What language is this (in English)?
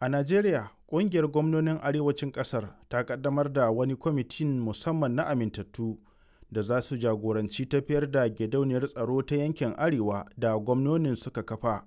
Hausa